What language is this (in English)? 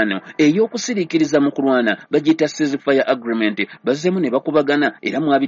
Ganda